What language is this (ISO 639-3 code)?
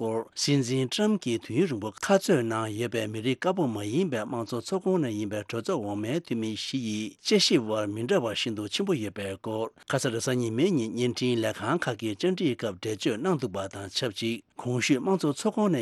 bod